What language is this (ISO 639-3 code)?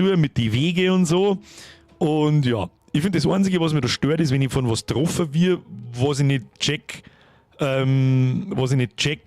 bar